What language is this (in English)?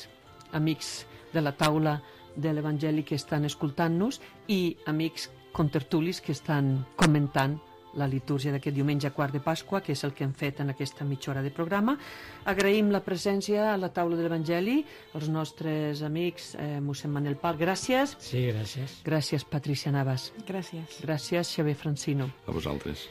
Catalan